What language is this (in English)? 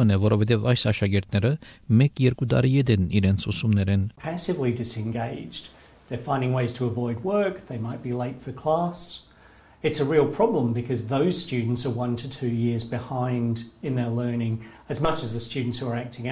Armenian